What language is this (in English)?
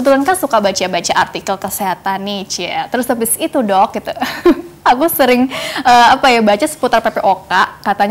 Indonesian